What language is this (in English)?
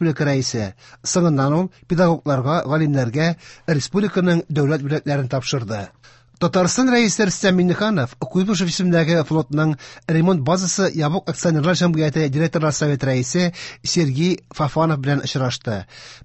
Tatar